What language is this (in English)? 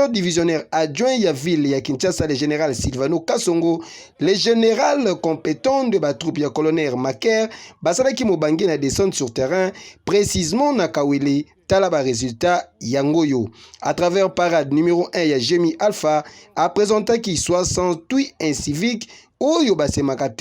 Lingala